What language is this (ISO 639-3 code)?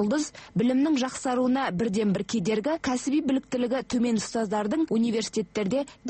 kaz